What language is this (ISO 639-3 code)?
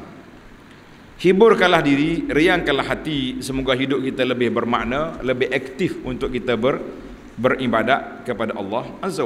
msa